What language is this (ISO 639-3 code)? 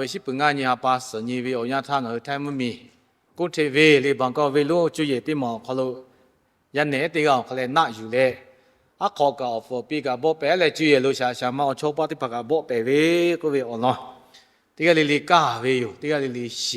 lhu